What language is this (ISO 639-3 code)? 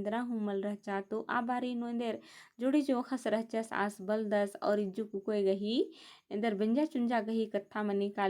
kru